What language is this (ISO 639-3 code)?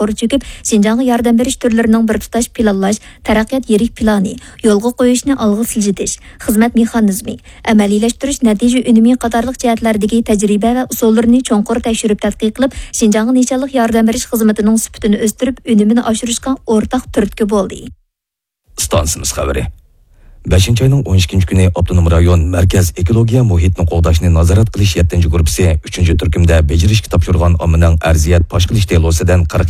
uig